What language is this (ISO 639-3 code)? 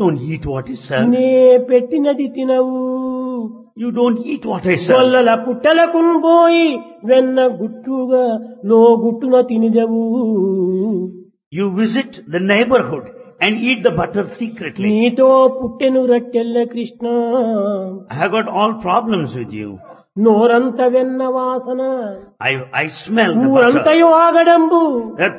tel